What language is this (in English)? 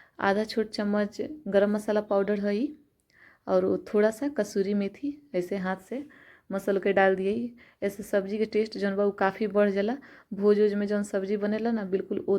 Bhojpuri